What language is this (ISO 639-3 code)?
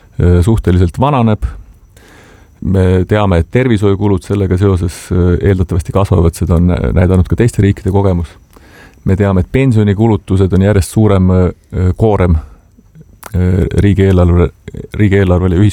est